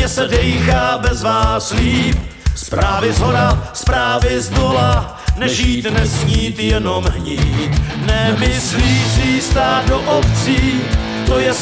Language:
Czech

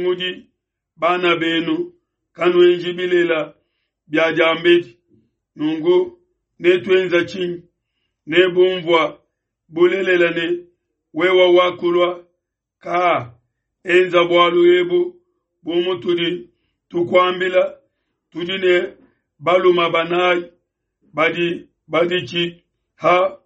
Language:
Luba-Lulua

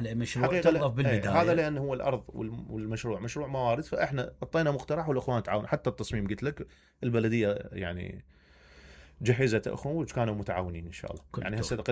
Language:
Mesopotamian Arabic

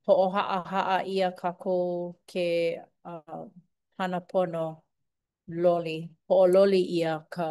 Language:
Hawaiian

